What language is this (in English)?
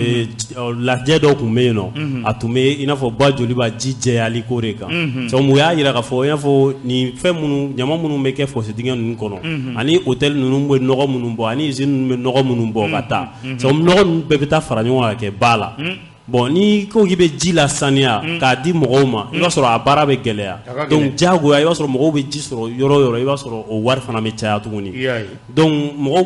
Bambara